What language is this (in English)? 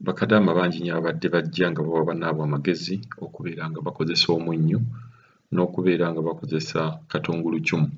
Ganda